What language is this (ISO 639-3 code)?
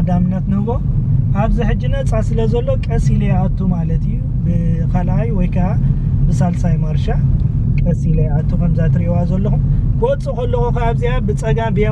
tir